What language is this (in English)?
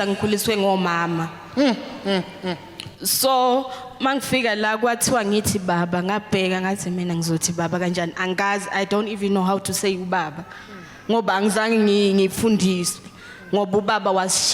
Zulu